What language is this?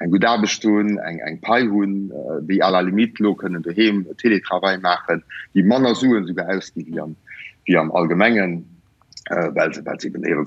Luxembourgish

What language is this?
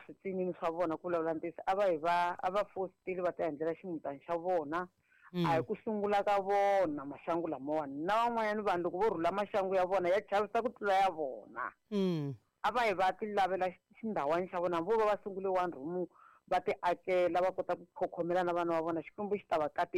Tsonga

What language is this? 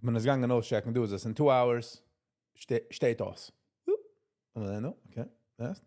Yiddish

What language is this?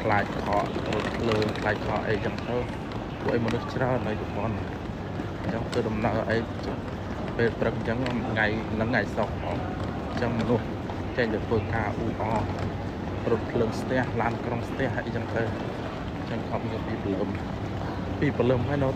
Khmer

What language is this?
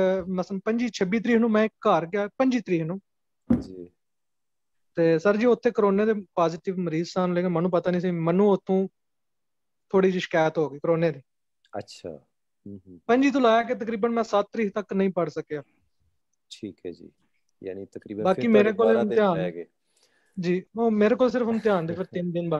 Punjabi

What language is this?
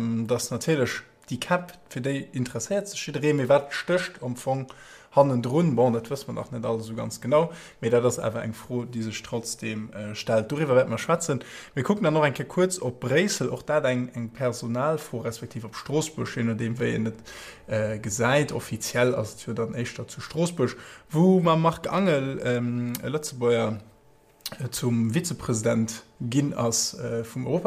Luxembourgish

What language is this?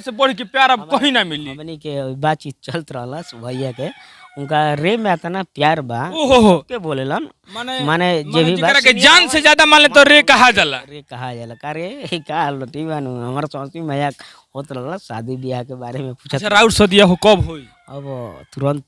Bhojpuri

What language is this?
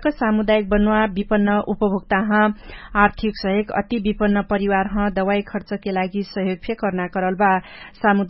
Dangaura Tharu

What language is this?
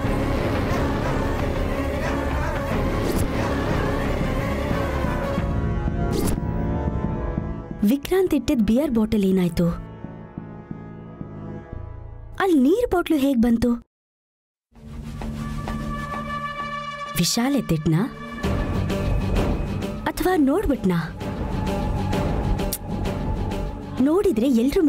Kannada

